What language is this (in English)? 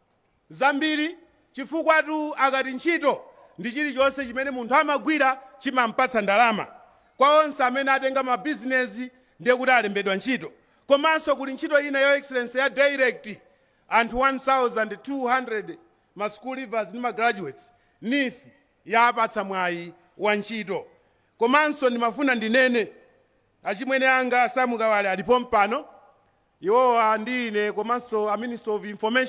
Nyanja